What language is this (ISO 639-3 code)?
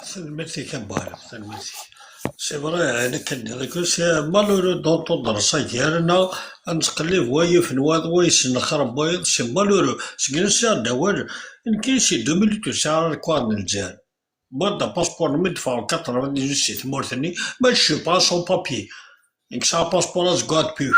kab